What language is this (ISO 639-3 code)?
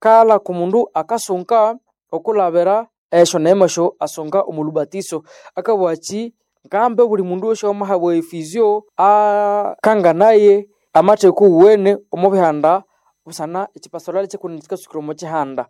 nnb